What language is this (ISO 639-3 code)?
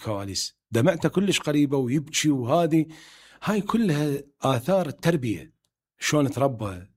acm